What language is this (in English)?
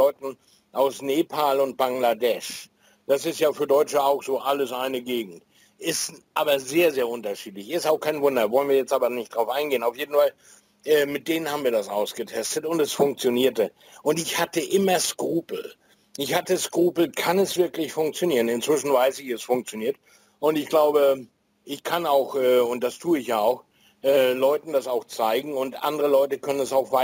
German